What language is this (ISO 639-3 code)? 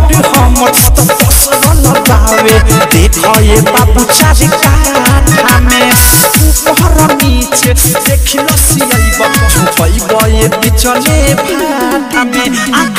bho